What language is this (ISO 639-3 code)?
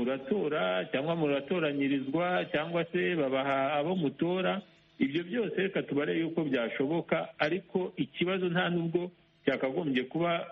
kin